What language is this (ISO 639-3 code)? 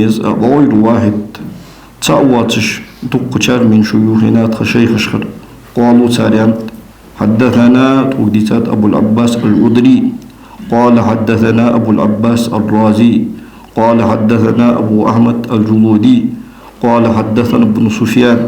inh